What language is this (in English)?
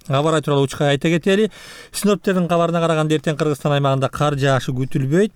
Kyrgyz